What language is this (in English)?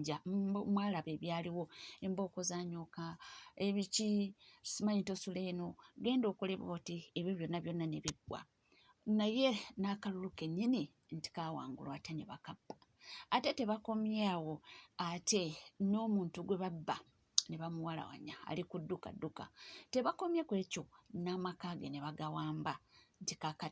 Ganda